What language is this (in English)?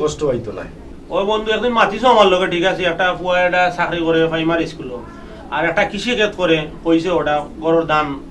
Sylheti